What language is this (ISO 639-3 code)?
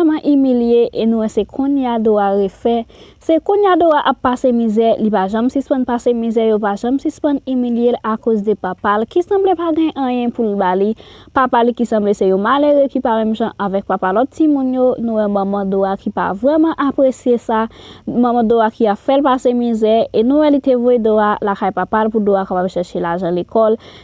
hat